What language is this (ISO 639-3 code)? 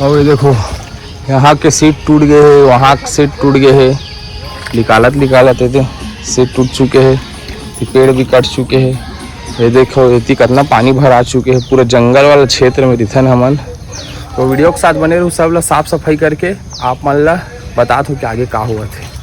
hne